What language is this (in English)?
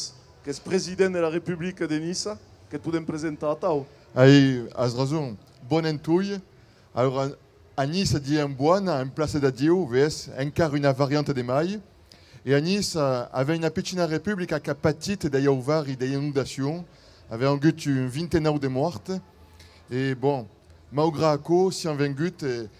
Occitan